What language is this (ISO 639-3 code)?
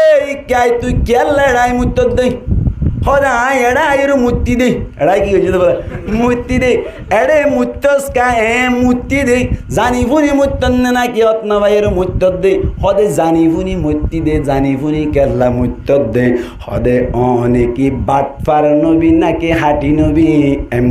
rhg